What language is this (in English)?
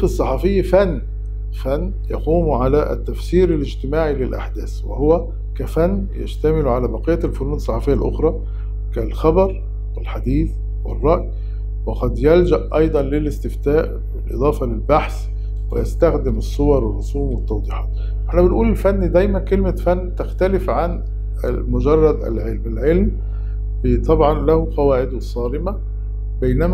Arabic